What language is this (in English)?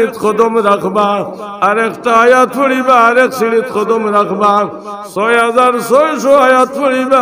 Sylheti